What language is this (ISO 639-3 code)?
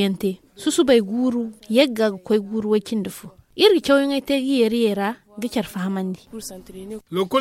dje